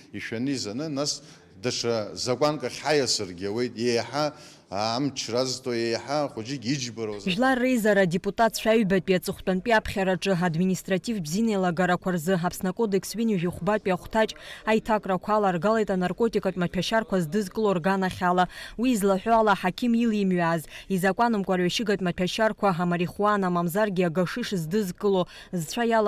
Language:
Abkhazian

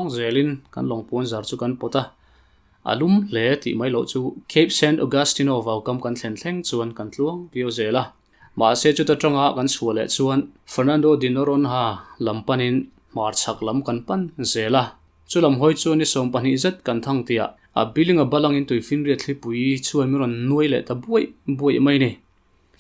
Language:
Mizo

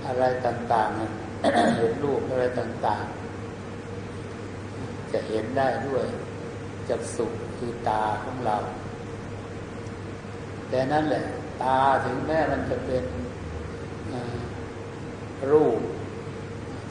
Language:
Thai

